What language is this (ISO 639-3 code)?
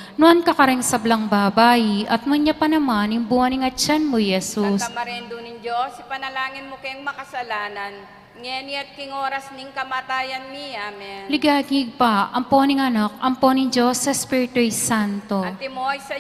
pam